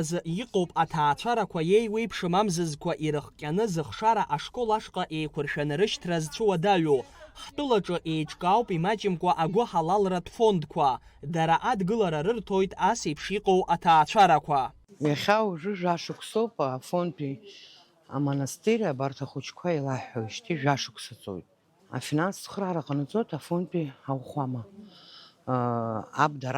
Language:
Abkhazian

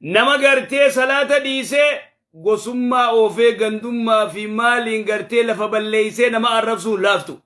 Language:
Oromo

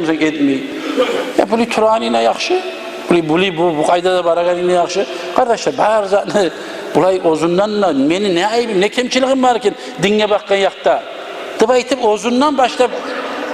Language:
Kumyk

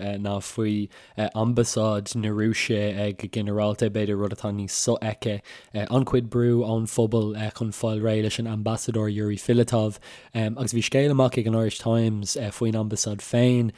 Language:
Irish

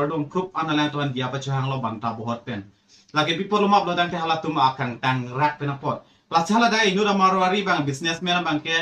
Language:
Karbi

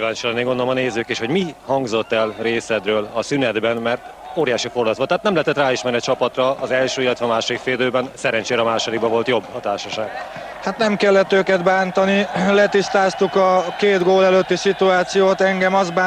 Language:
Hungarian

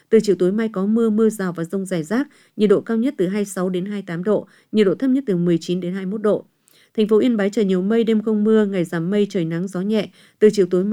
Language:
Vietnamese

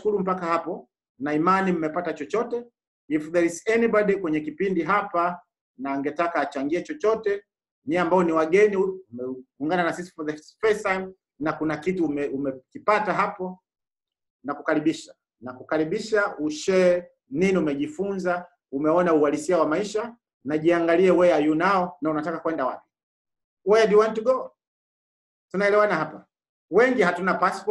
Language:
Swahili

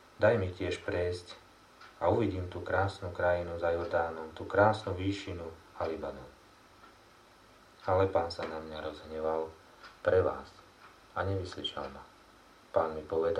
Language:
Slovak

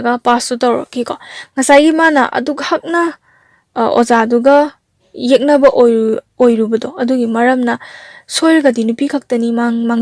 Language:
Manipuri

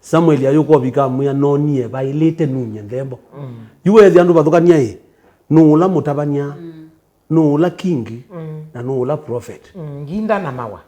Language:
Kamba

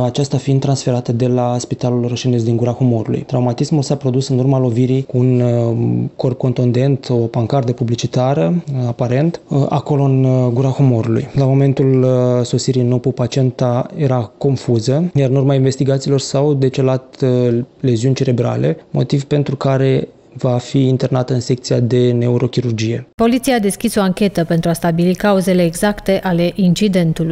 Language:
Romanian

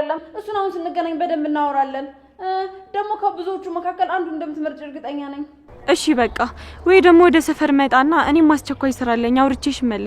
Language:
Amharic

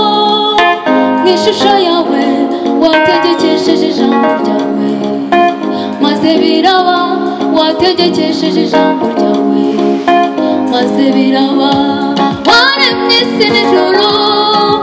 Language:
Kinyarwanda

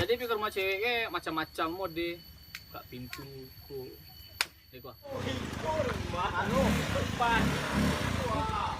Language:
Minangkabau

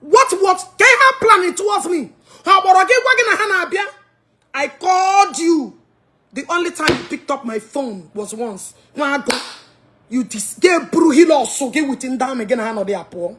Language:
Igbo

